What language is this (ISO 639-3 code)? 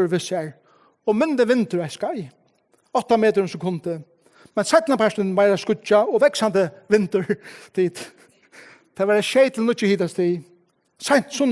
fao